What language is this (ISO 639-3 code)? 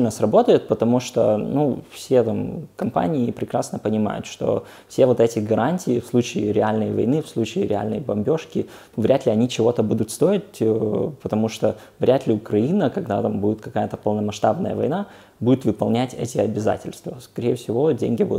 rus